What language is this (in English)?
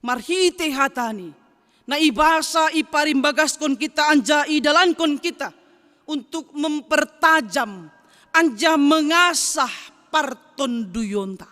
Batak Simalungun